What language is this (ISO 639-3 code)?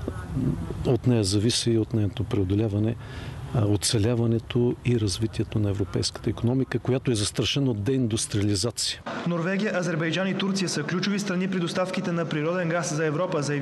bul